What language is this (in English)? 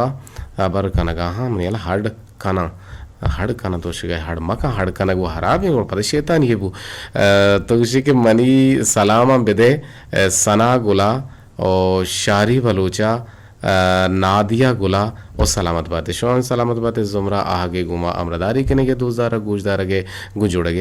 Eastern Balochi